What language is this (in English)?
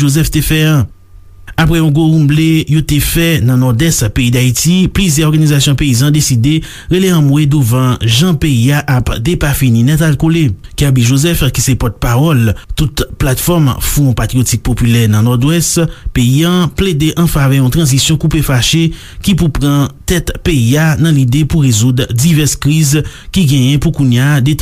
Haitian Creole